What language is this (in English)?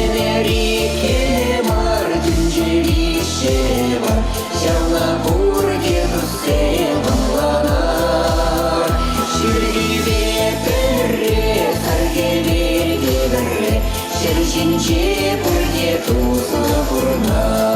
Chuvash